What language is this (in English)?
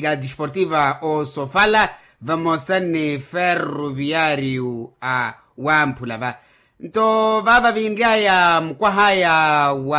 Makhuwa